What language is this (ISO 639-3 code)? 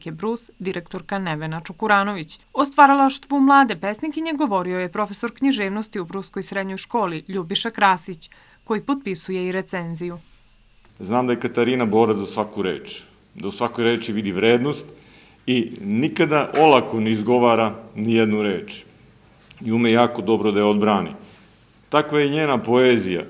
srp